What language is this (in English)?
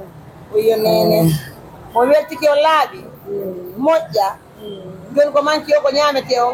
Pular